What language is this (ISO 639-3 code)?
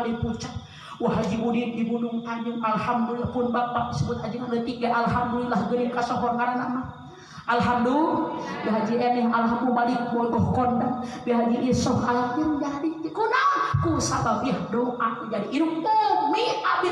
sun